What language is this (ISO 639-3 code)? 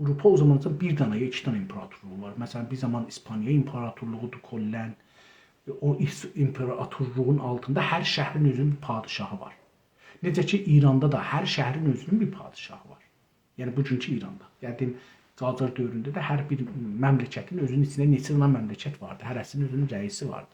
azb